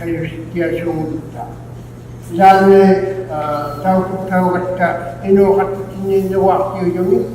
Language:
Inuktitut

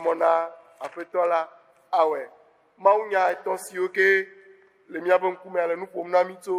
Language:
Ewe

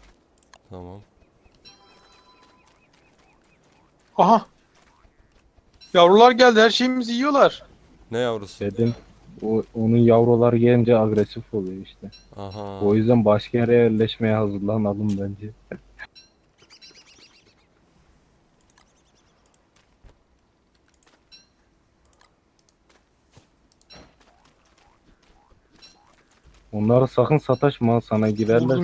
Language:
Turkish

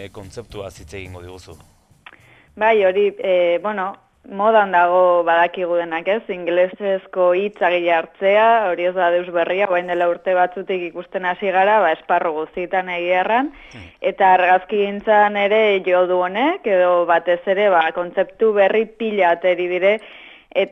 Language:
Basque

